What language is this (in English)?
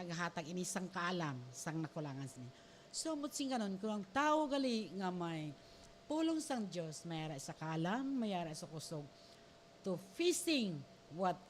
Hiligaynon